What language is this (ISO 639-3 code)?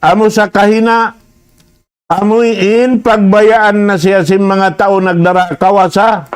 tsg